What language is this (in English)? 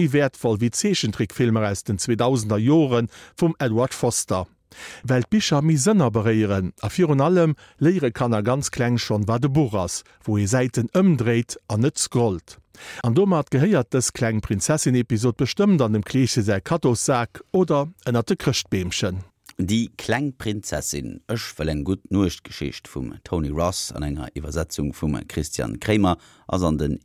Luxembourgish